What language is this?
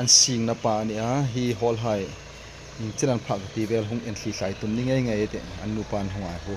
Hmar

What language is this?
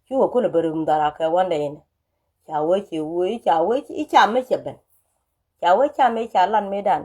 Nuer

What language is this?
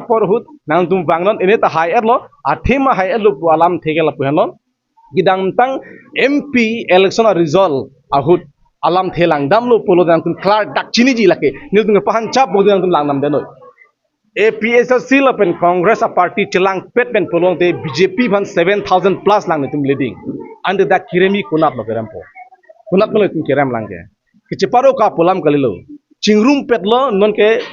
Karbi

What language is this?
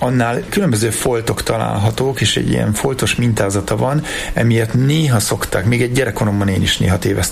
Hungarian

